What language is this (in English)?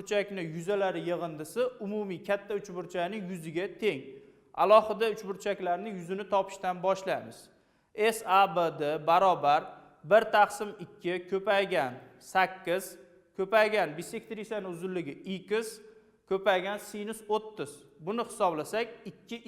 Uzbek